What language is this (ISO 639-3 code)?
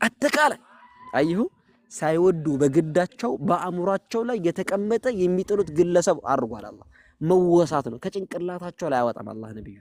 amh